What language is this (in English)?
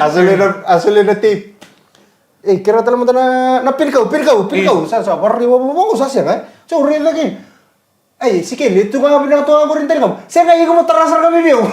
Fijian